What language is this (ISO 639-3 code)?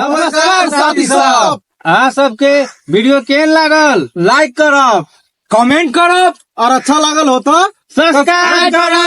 mai